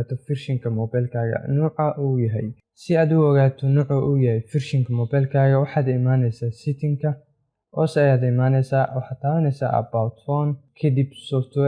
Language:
Somali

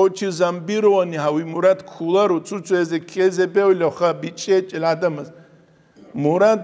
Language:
Avaric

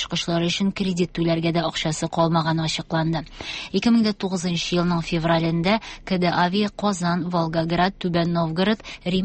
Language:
Tatar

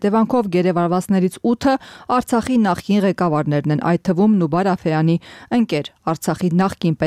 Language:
Armenian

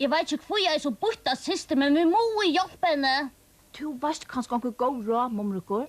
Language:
Faroese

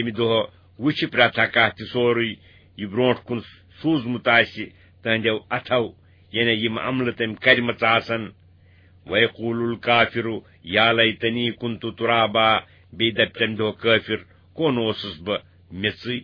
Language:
Kashmiri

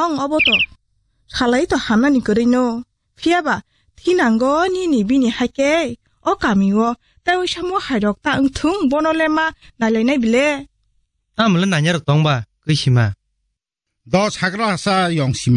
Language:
Kok Borok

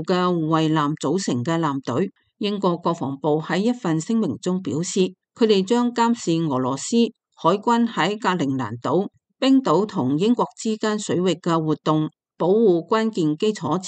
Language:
Cantonese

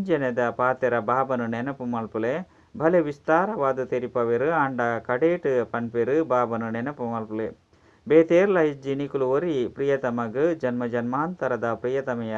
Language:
Tulu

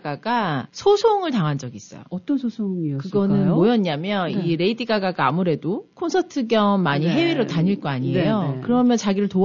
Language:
Korean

